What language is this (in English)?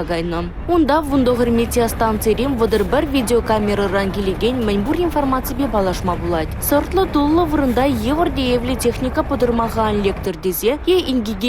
Chuvash